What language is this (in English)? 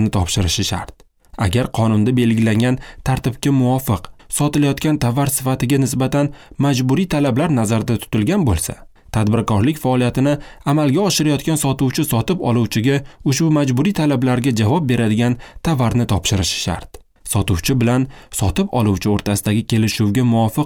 Uzbek